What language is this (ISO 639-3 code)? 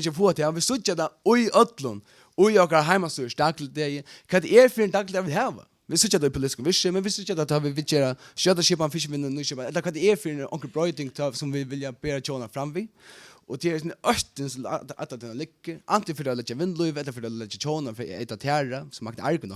fao